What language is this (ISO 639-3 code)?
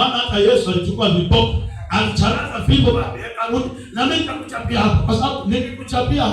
swa